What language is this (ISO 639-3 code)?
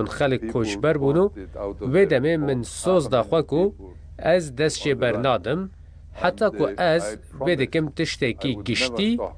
kur